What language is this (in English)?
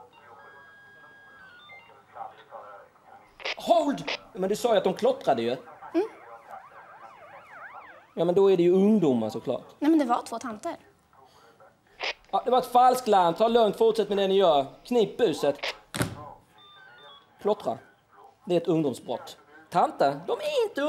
Swedish